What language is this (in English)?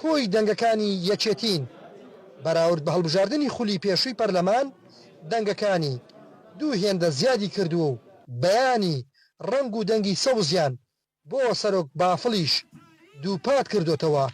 Central Kurdish